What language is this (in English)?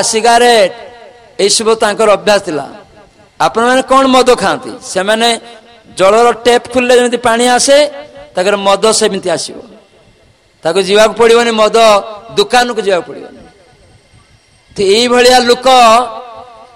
Odia